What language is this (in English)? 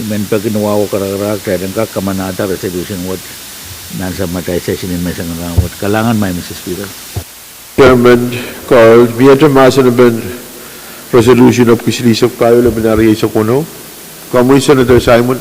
Pohnpeian